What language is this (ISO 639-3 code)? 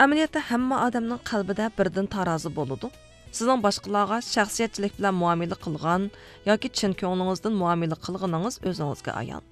uig